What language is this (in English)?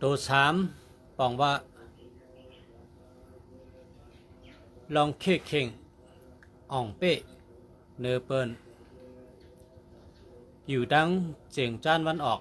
Shan